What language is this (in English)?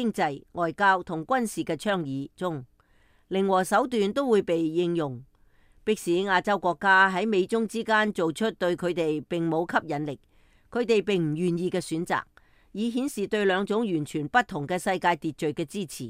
Cantonese